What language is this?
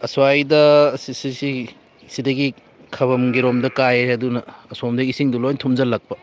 Manipuri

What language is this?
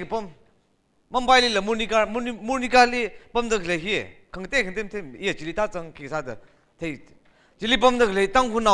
Tangkhul Naga (India)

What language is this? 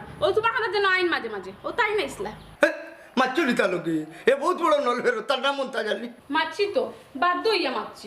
Sylheti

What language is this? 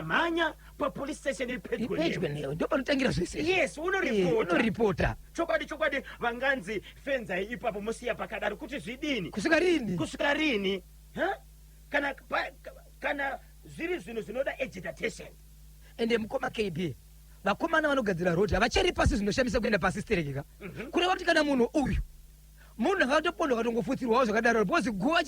Shona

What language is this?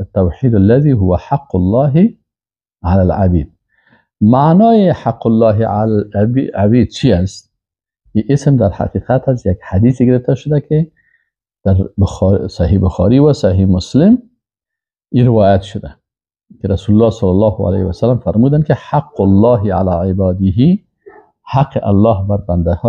Persian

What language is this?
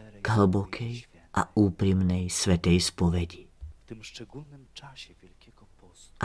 Slovak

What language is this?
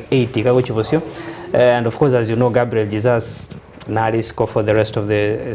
Gusii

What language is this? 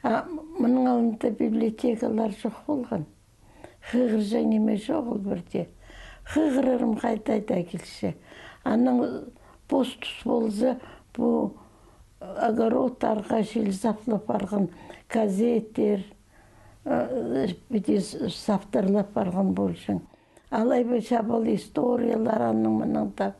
Khakas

